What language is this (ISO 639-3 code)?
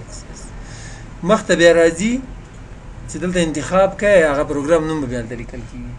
pus